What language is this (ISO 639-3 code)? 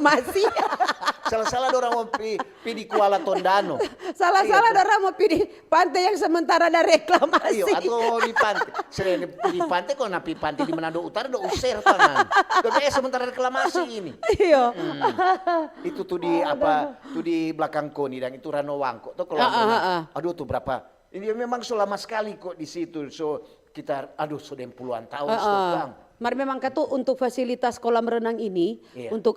xmm